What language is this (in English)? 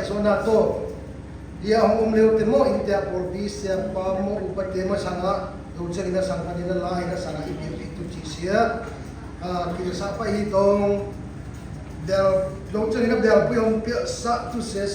Siyin Chin